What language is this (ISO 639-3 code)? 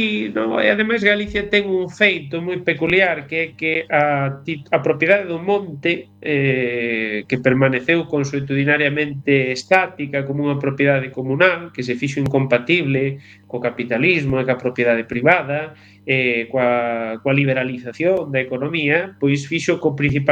glg